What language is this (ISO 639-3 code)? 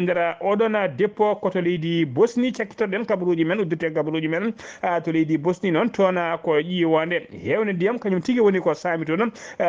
ful